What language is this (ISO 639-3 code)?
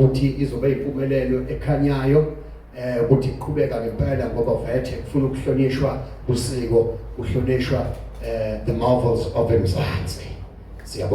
zul